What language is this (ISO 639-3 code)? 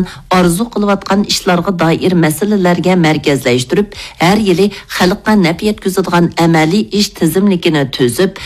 uig